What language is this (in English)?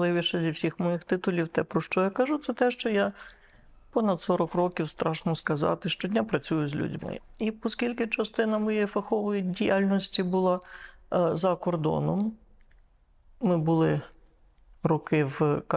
Ukrainian